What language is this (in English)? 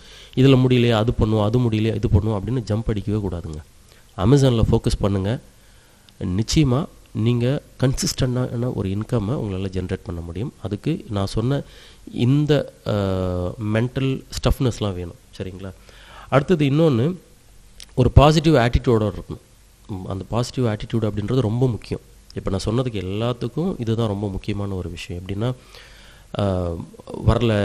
Tamil